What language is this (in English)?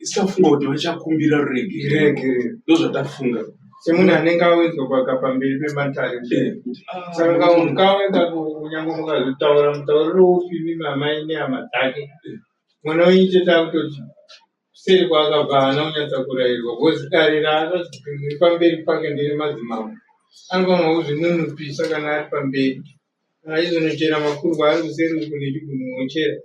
Shona